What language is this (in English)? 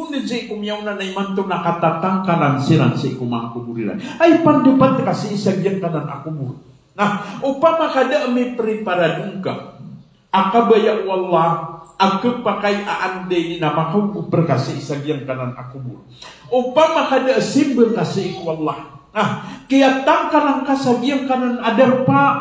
Maranao